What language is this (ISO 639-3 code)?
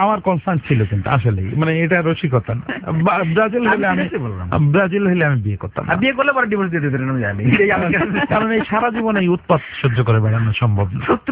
ben